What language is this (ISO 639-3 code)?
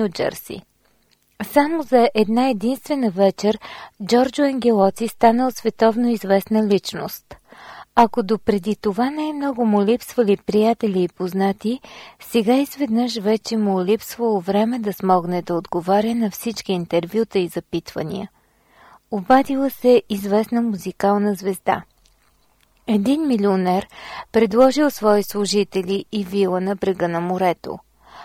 bul